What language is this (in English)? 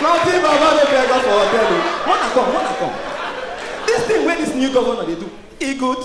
Nigerian Pidgin